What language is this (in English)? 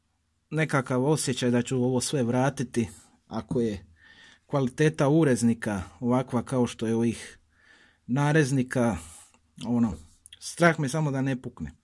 Croatian